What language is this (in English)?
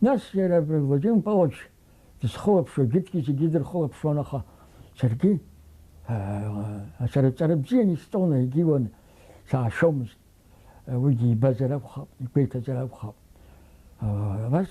Abkhazian